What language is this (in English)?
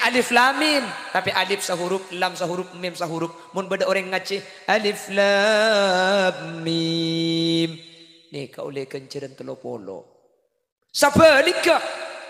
Madurese